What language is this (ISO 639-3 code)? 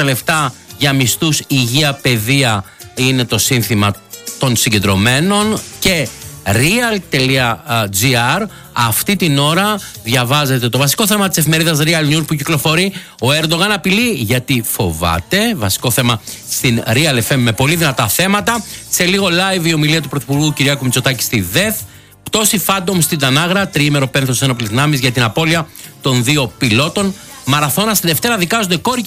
ell